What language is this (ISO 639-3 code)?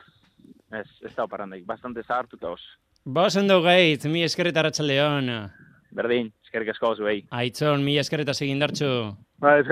eus